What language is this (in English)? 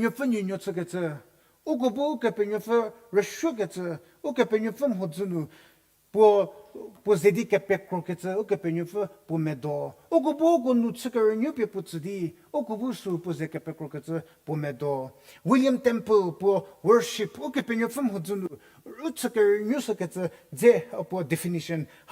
Angami Naga